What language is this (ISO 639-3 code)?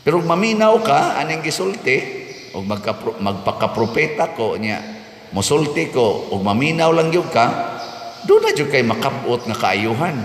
ceb